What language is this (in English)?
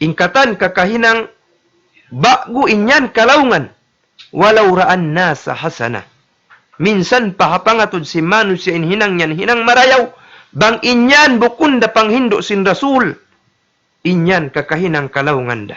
Tausug